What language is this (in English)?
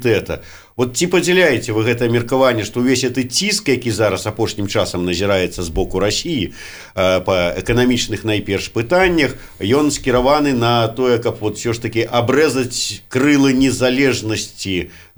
Belarusian